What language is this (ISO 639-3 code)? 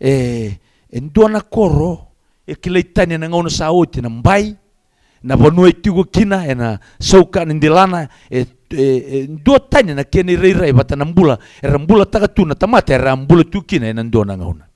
fij